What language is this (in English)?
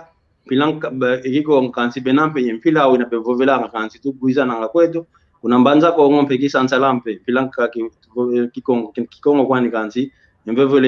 San Salvador Kongo